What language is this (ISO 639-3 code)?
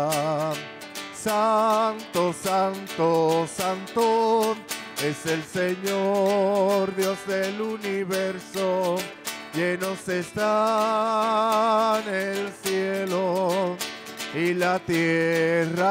spa